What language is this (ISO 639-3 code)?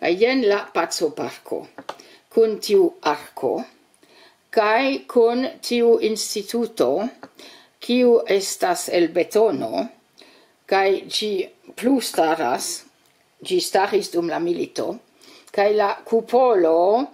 epo